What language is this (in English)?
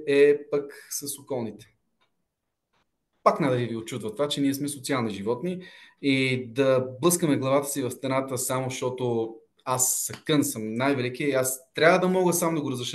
Bulgarian